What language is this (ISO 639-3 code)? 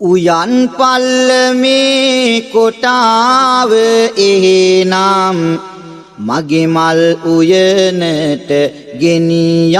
sin